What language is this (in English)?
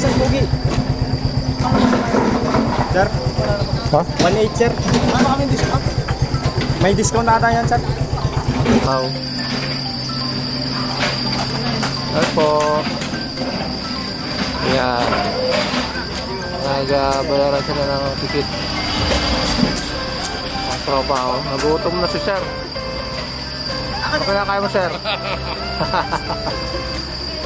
Filipino